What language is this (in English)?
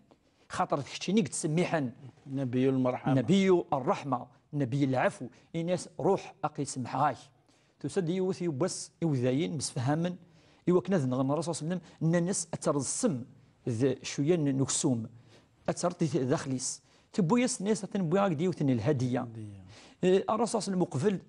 Kabyle